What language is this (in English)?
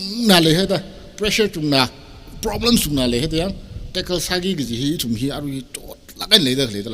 Tangkhul Naga (India)